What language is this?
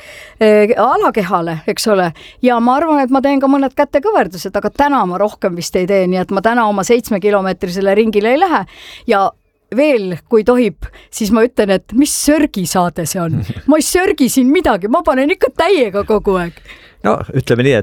Estonian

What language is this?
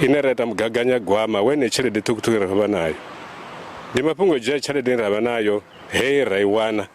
Venda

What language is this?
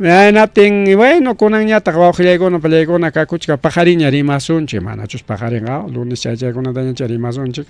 Ayacucho Quechua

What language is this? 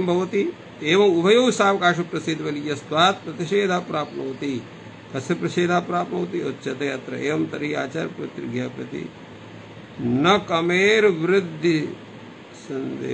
Sanskrit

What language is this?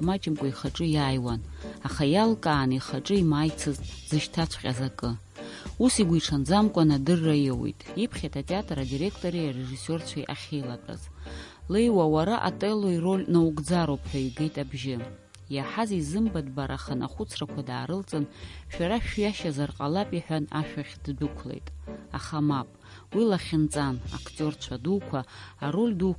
Abkhazian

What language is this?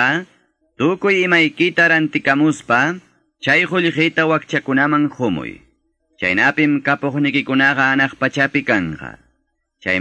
Quechua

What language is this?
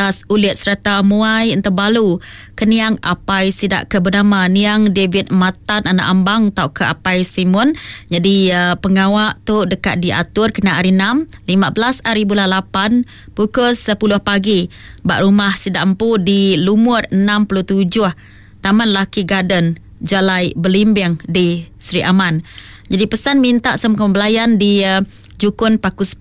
Iban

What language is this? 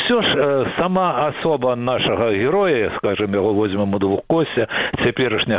Belarusian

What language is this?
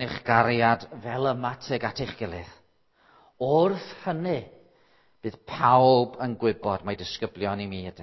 Welsh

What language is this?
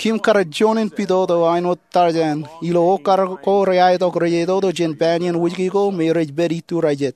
Marshallese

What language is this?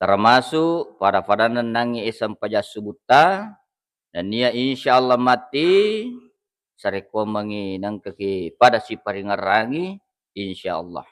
Buginese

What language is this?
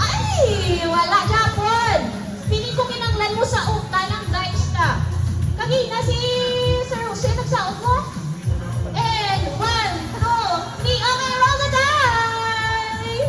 Hiligaynon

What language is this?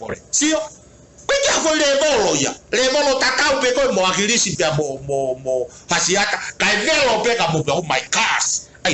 Tongan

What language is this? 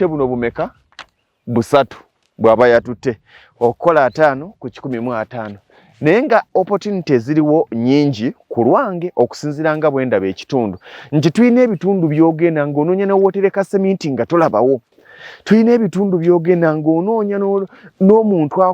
Ganda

